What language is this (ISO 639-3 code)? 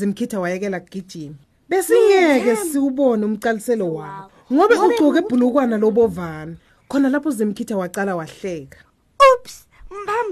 ssw